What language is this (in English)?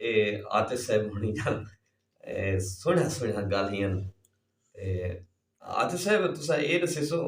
Saraiki